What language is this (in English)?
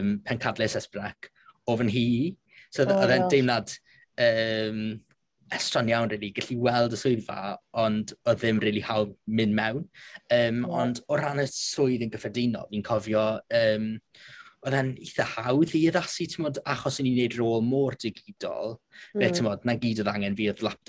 Welsh